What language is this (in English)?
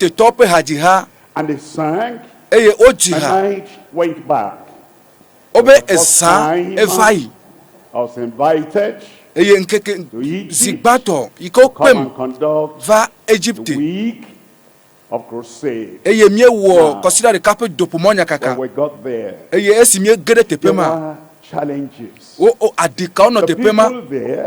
Ewe